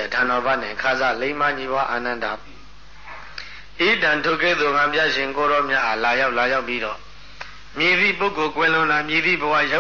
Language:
Burmese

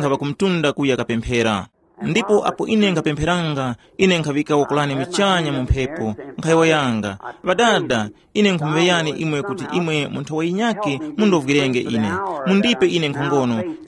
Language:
Tumbuka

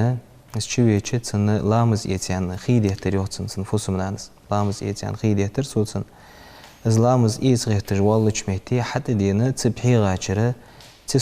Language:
Ingush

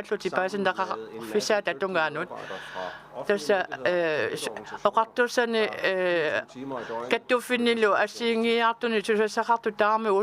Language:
Kalaallisut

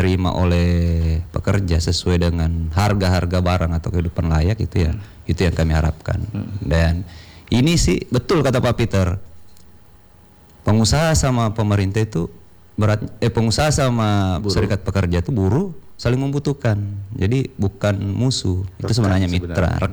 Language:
Indonesian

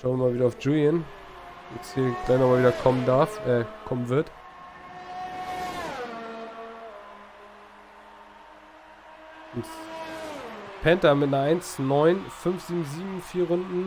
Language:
German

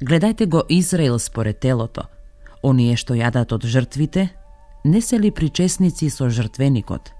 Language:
Macedonian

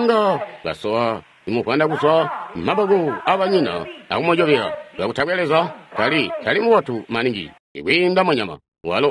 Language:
Tonga (Zambia)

